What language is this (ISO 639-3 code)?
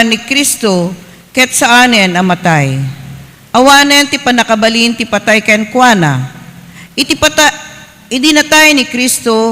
ilo